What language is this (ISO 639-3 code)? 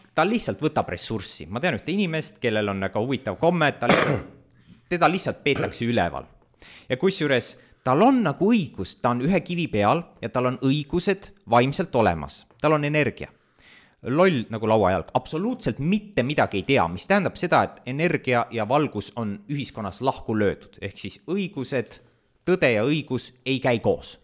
est